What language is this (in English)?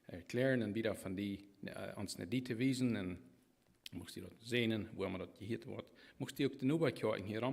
Plautdietsch